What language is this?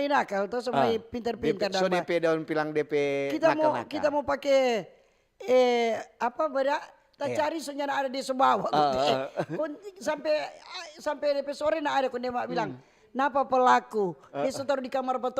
Manado Malay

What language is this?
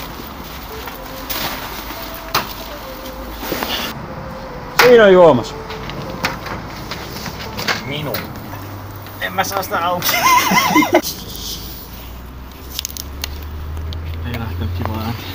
Finnish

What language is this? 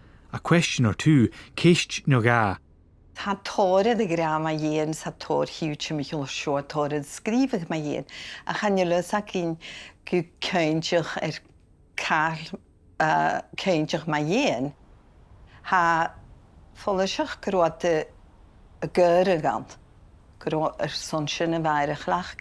Scottish Gaelic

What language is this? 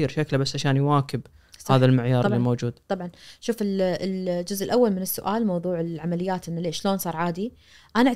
Najdi Arabic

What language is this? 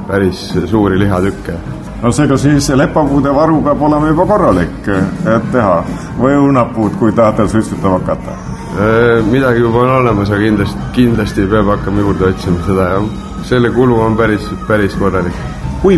Estonian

